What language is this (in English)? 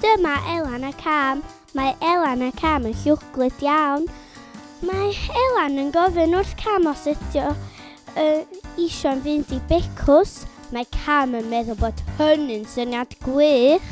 Welsh